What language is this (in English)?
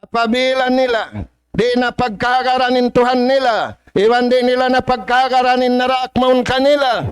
Tausug